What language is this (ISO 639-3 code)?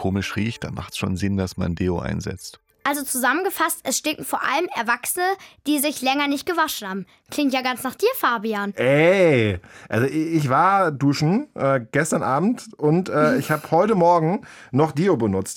deu